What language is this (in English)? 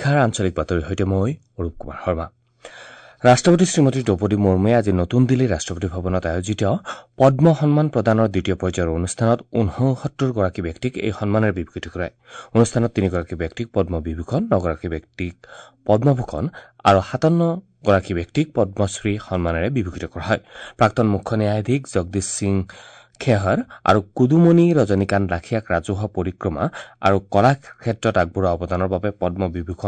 Assamese